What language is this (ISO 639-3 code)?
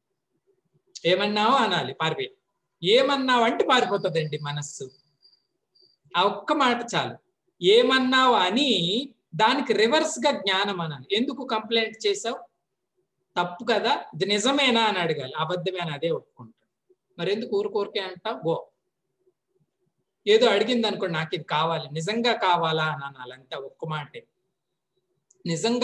tel